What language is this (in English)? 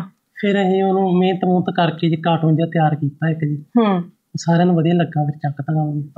Punjabi